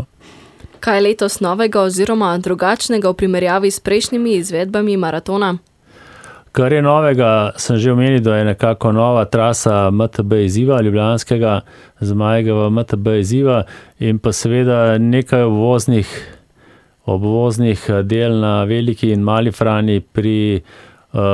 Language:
Slovenian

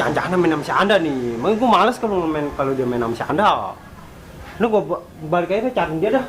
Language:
Betawi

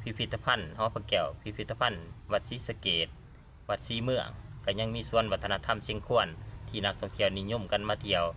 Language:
Lao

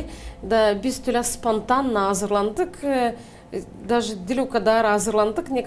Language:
Gagauz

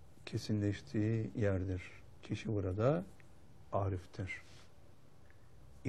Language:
Turkish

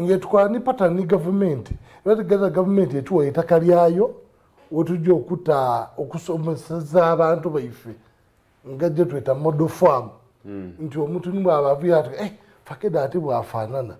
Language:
Soga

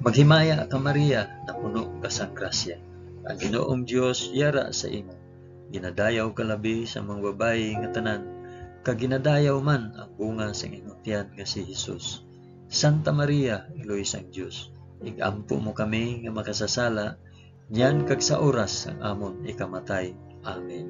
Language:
Hiligaynon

